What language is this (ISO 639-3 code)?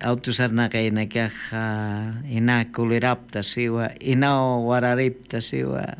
aym